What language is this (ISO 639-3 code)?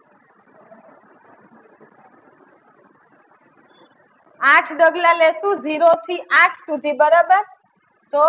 guj